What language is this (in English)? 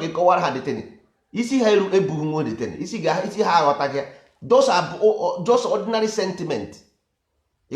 Igbo